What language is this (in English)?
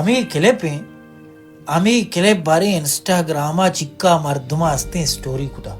Baluchi